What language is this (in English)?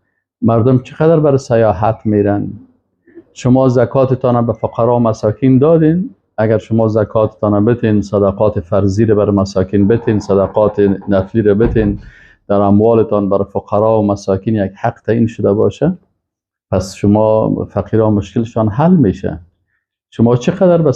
Persian